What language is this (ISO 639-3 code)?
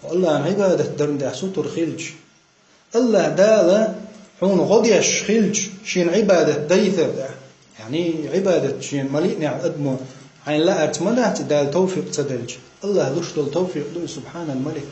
che